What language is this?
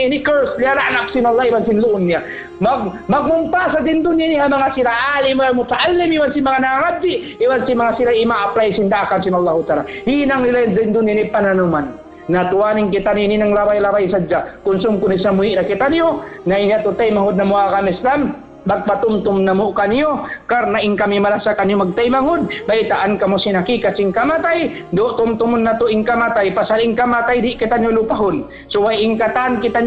Tausug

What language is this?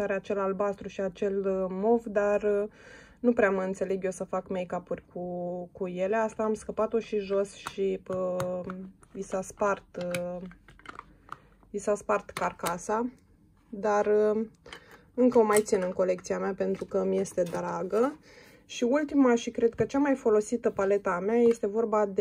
Romanian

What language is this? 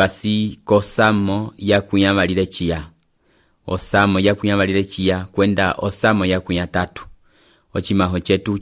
Umbundu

